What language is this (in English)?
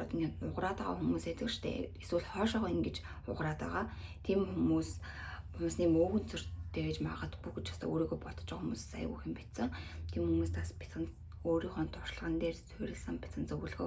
Mongolian